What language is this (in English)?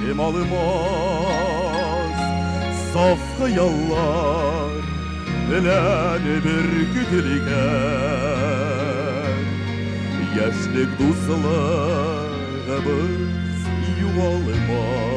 Tatar